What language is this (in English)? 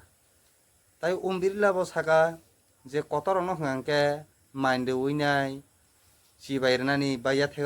Kok Borok